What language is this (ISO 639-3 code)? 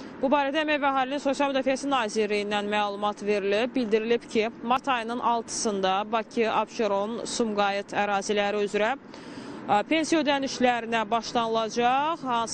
aze